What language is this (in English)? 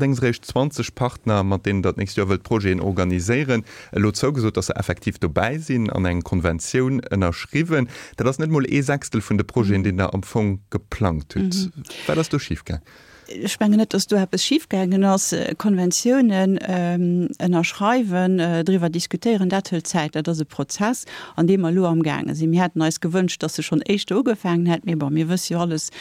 Luxembourgish